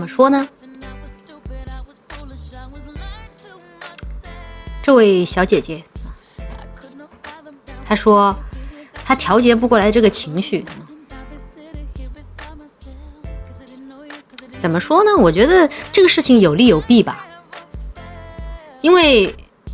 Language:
Chinese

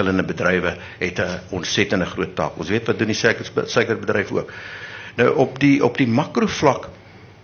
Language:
Afrikaans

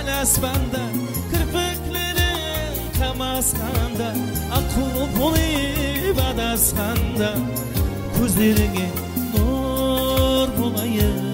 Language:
Kara-Kalpak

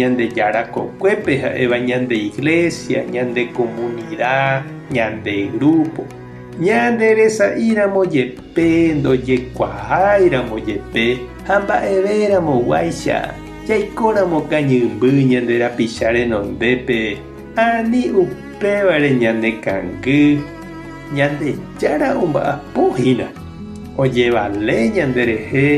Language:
Guarani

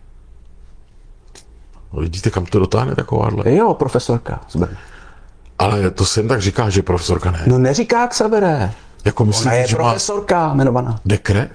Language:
Czech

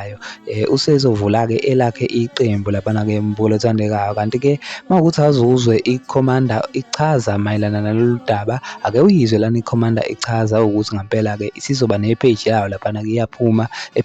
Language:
Zulu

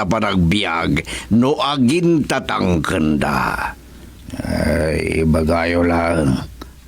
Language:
Iloko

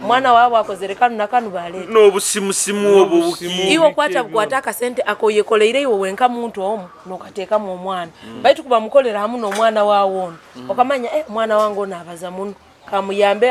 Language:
Nyoro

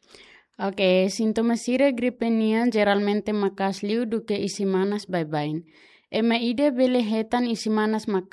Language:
Tetum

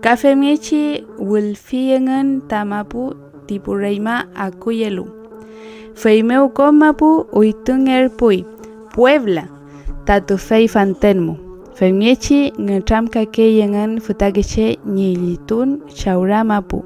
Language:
Mapuche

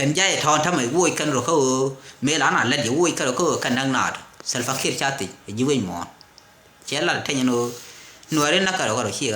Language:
Nuer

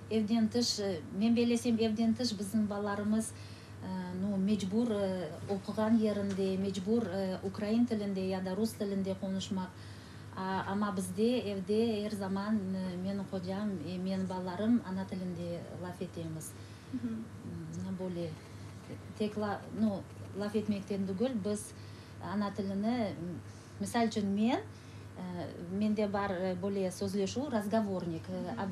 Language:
Crimean Tatar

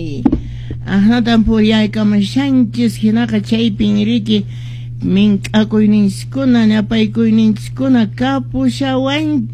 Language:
Quechua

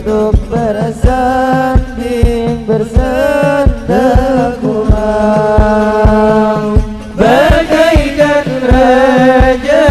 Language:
Banjar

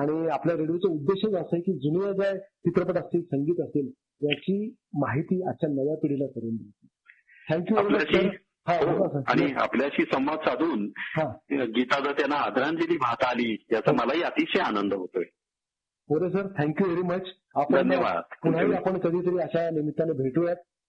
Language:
Marathi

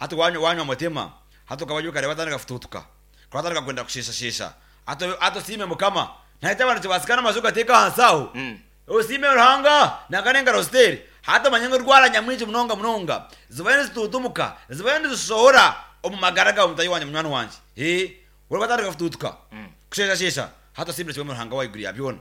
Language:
Nyankole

